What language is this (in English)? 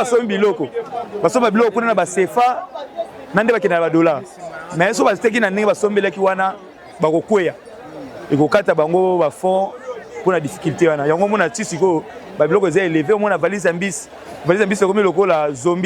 Lingala